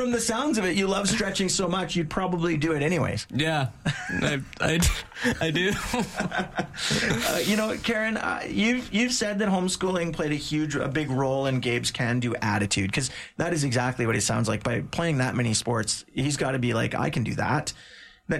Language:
English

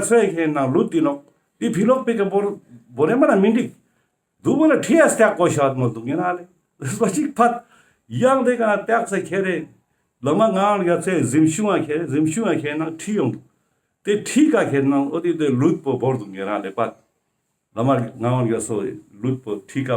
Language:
Ladakhi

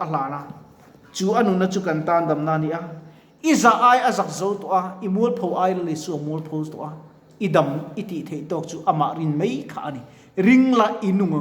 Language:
Mizo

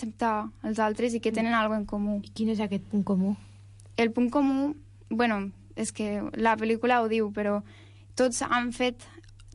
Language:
Catalan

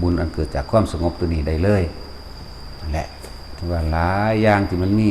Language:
Northeastern Thai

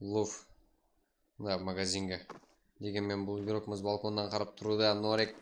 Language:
Kara-Kalpak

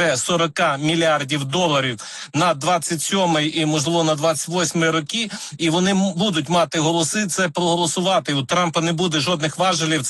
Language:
Ukrainian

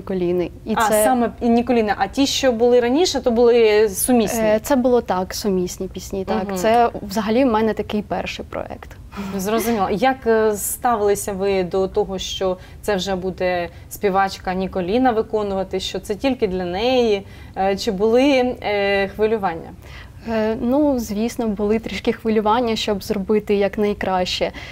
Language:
Ukrainian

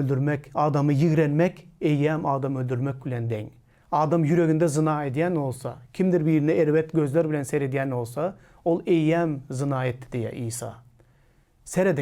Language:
Turkmen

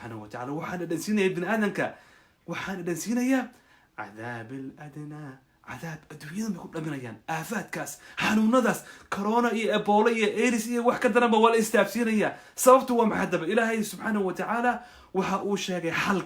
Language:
Somali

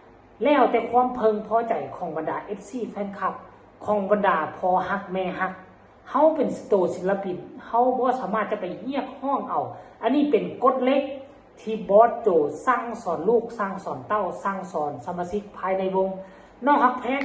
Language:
Northeastern Thai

